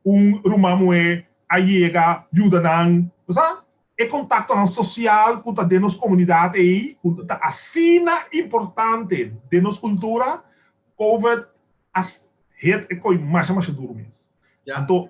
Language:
Papiamento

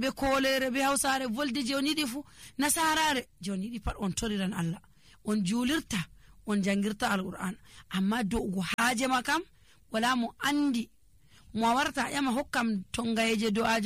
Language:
Nigerian Fulfulde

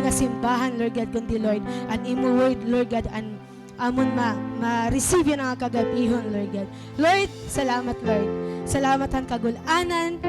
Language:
Waray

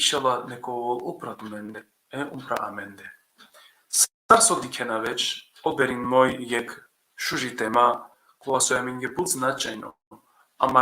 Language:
Balkan Romani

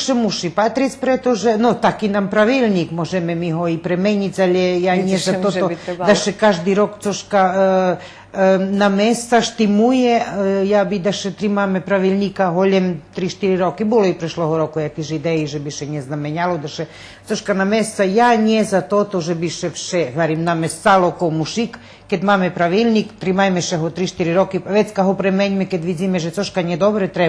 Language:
Rusyn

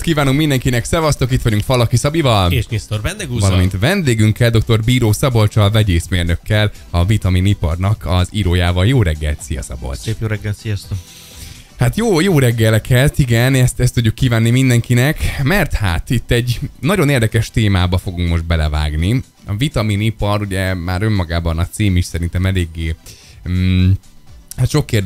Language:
Hungarian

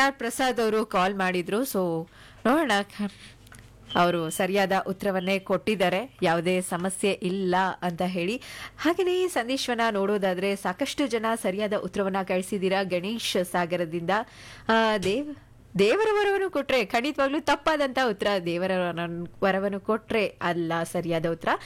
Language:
Kannada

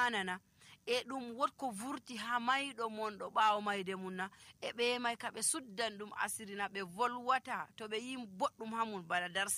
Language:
Nigerian Fulfulde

